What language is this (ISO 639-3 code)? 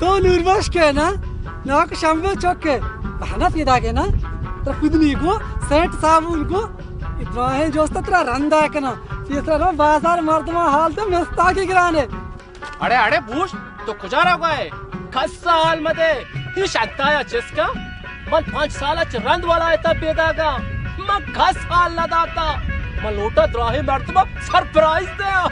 bal